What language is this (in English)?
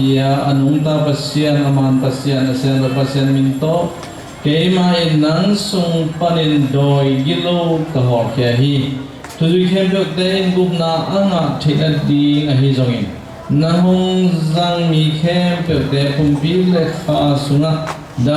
Tedim Chin